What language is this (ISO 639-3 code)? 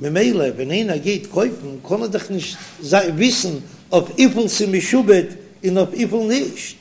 yid